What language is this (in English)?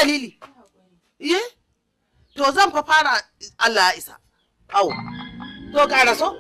Hausa